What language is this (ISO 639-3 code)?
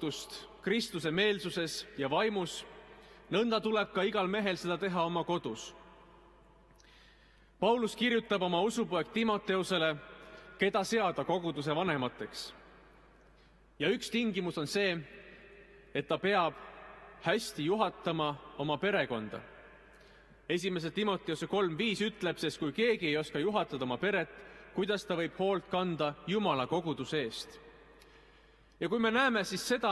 est